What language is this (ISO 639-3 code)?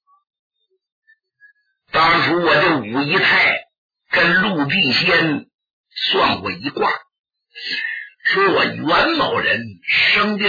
zho